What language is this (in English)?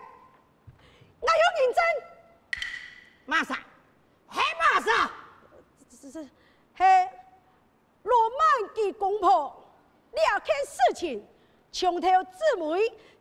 Hakka Chinese